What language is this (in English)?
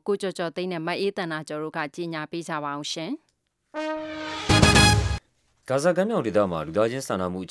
Burmese